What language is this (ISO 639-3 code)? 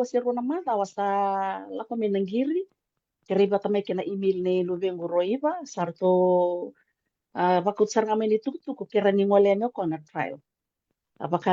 fij